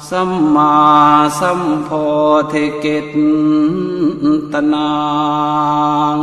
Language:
Pali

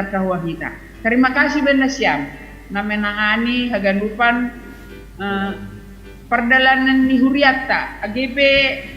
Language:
Batak Simalungun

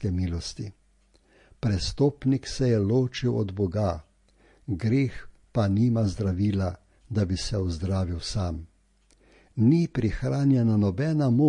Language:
Slovenian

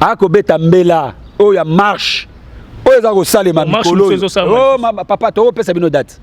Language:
Lingala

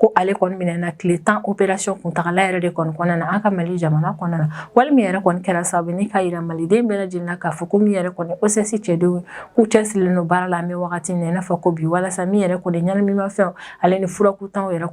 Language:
Bambara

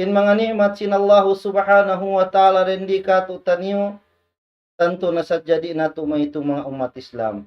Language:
Tausug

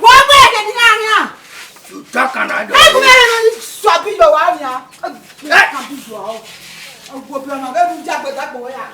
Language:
Bini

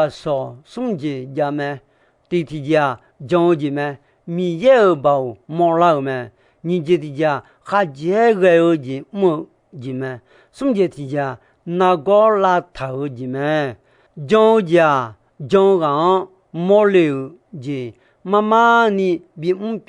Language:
Akha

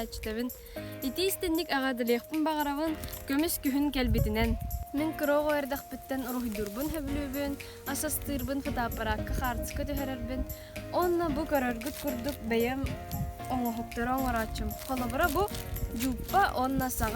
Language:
Yakut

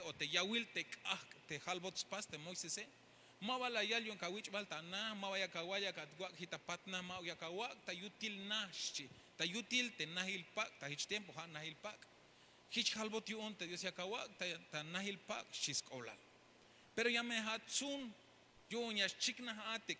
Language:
Tzeltal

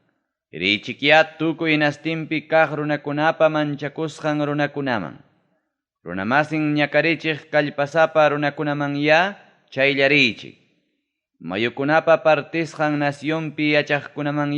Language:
Ayacucho Quechua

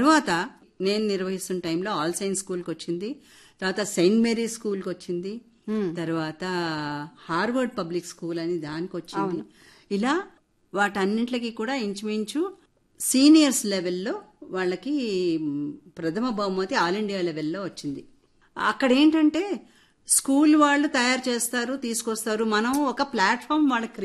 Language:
Telugu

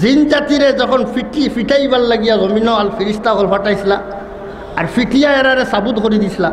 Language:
Sylheti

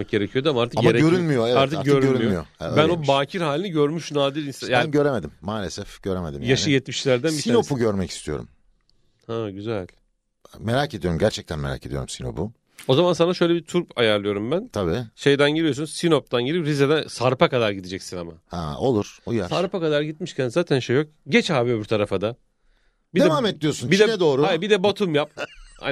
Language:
Turkish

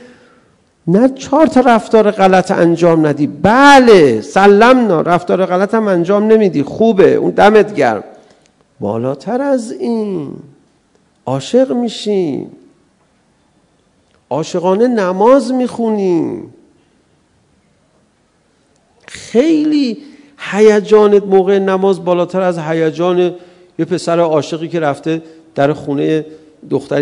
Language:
Persian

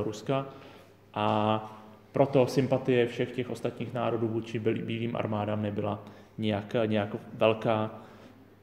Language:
Czech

